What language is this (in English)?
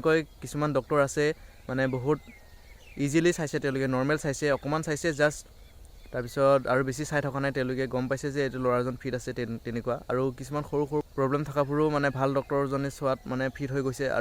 Assamese